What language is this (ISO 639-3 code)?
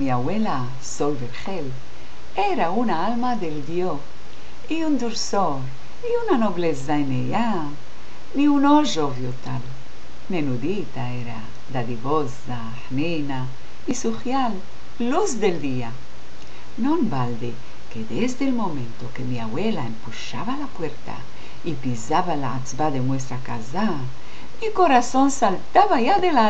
lad